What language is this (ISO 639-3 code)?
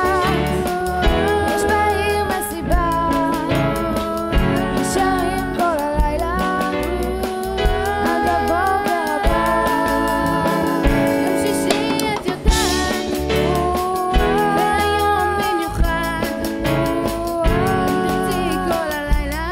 heb